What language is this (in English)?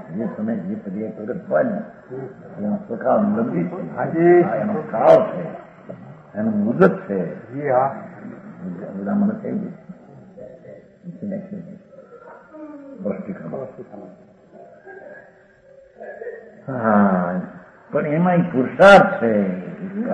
Gujarati